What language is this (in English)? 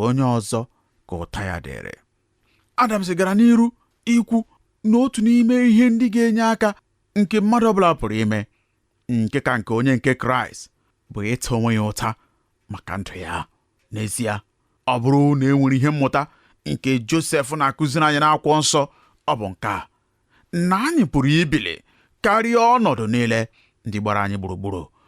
Igbo